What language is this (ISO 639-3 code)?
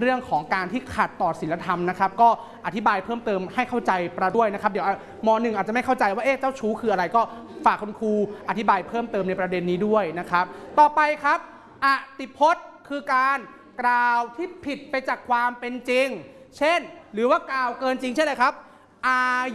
tha